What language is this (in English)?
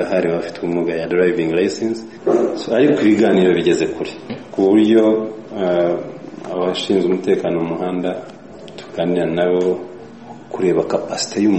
Kinyarwanda